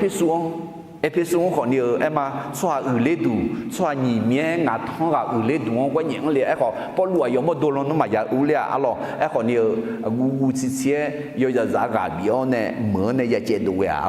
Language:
Akha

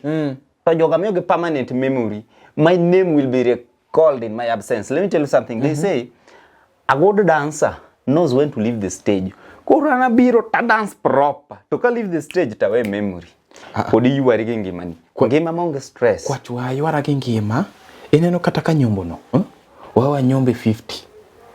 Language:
Luo (Kenya and Tanzania)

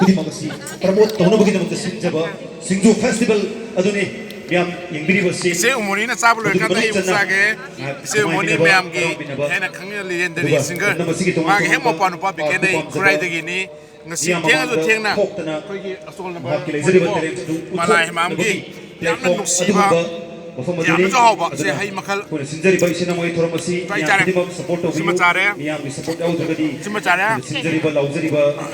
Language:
Manipuri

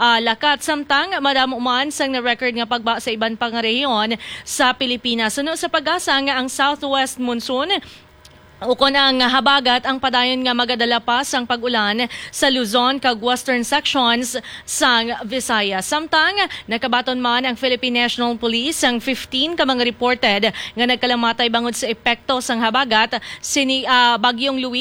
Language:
Hiligaynon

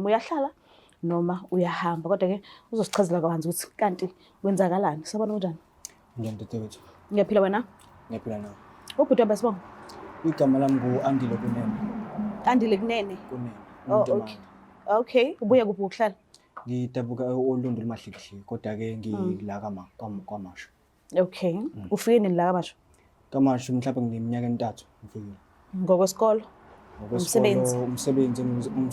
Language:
Zulu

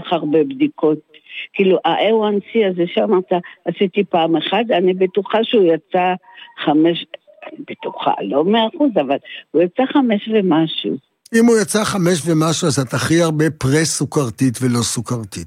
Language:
Hebrew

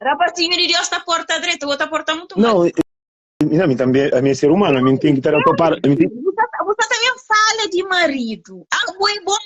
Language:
Kabuverdianu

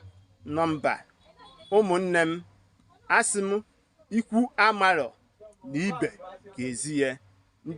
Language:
Igbo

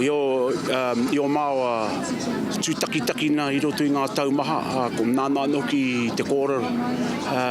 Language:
Māori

